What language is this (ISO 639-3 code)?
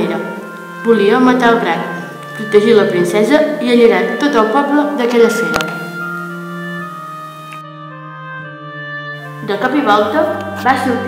cat